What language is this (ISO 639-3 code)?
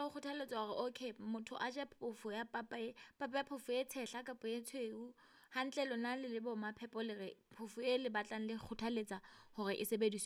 sot